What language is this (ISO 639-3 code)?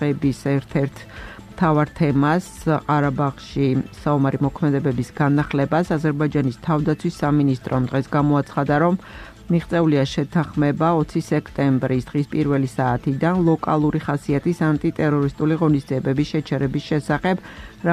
kat